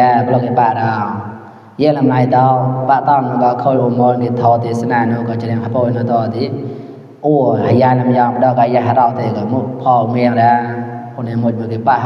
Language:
Mon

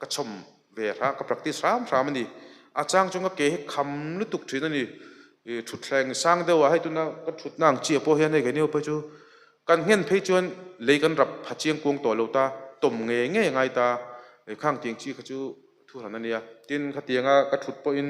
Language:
Mizo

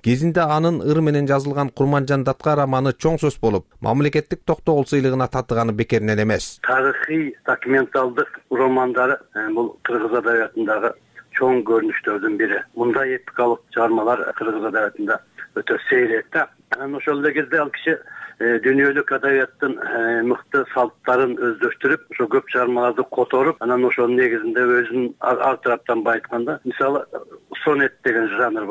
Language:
Kyrgyz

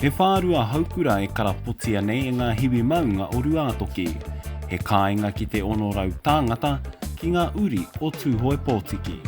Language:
Māori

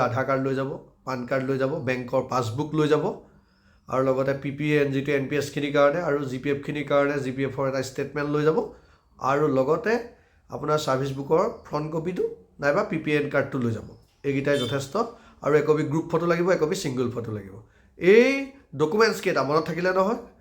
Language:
Assamese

